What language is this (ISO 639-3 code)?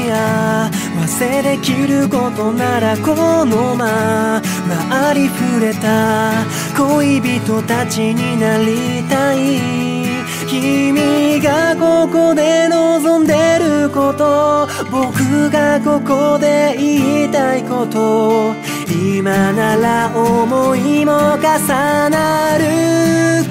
jpn